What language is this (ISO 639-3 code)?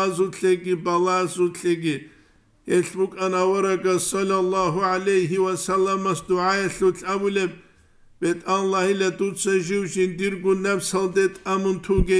ava